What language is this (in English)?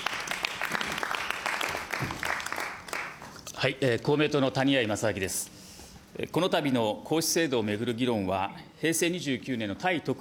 Japanese